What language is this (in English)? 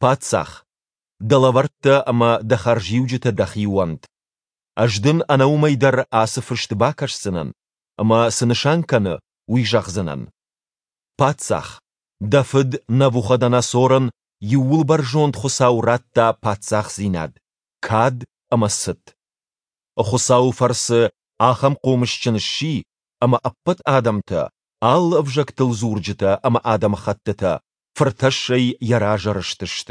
Ossetic